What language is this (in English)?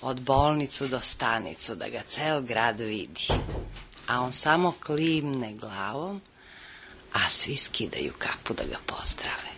Serbian